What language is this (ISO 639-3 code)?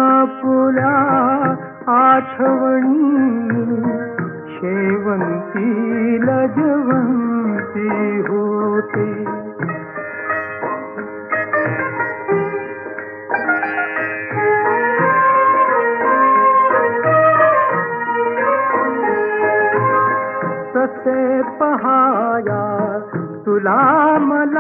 mar